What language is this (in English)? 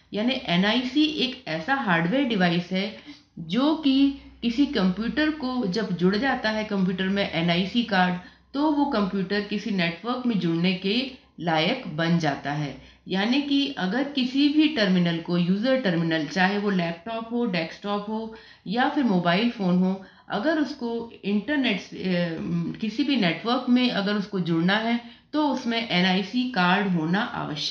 Hindi